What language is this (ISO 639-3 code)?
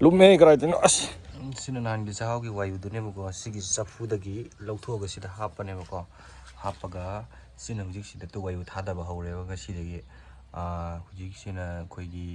mni